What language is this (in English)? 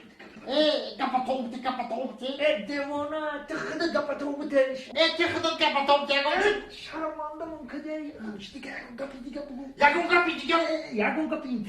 Tajik